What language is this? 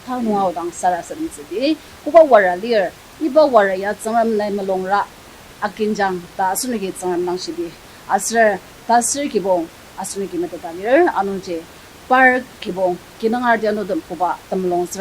Ao Naga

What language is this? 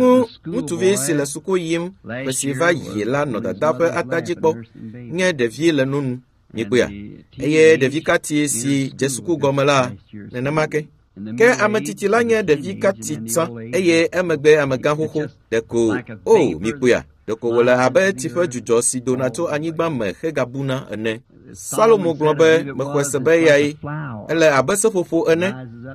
Ewe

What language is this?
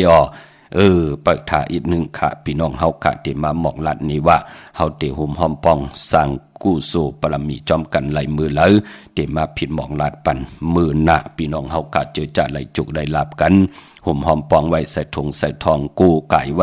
Shan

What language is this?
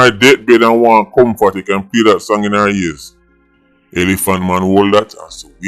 Jamaican Creole English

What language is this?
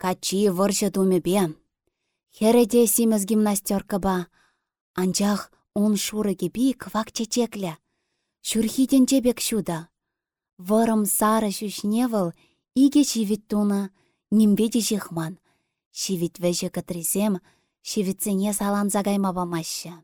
Chuvash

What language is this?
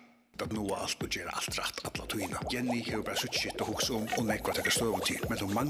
Faroese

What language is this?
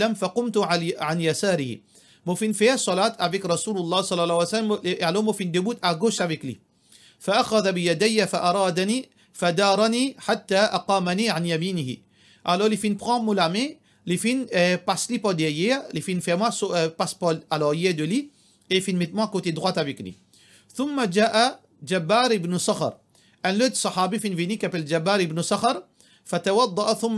Morisyen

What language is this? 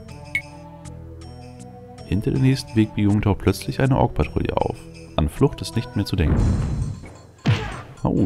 German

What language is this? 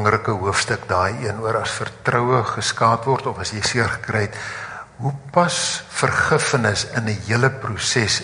Afrikaans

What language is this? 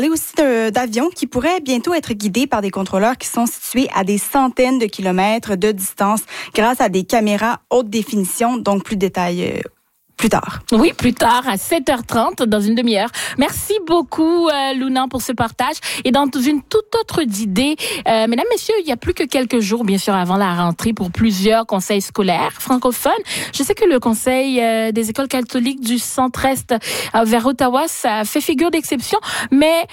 French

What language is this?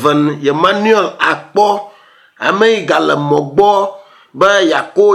Ewe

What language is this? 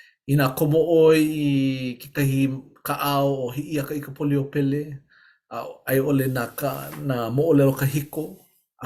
Hawaiian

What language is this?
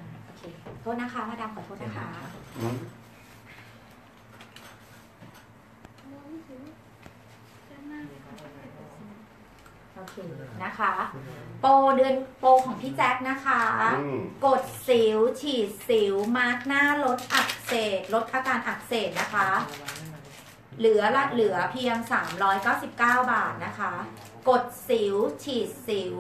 Thai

